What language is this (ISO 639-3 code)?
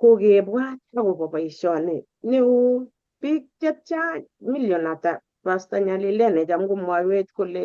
kln